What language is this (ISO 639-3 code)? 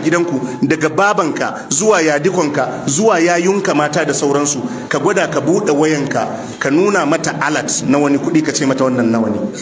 hau